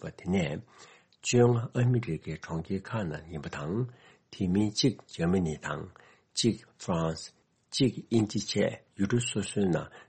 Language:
Tibetan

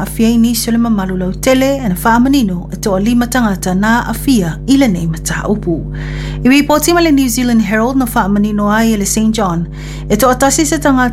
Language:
Samoan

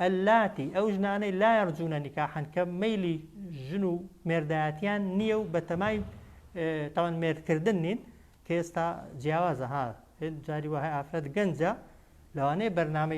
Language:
Central Kurdish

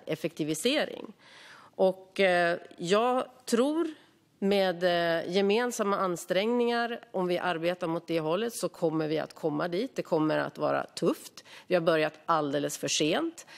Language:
Swedish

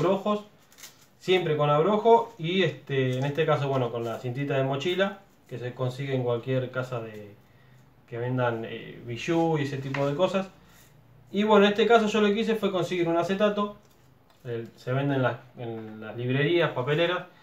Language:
Spanish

